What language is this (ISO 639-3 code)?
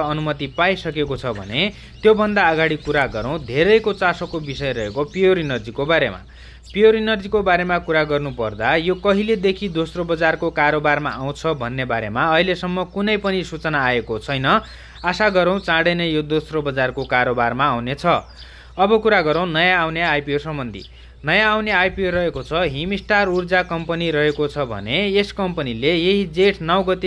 nep